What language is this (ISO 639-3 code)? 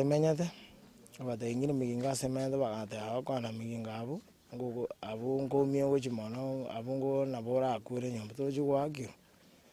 guz